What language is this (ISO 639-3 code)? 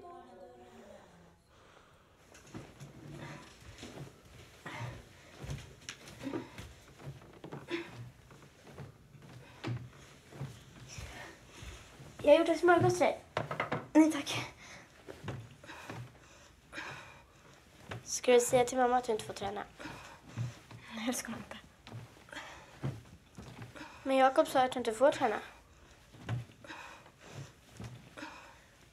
swe